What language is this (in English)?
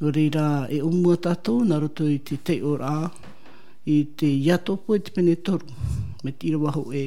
Tahitian